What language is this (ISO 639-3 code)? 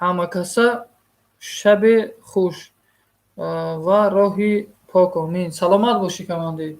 tgk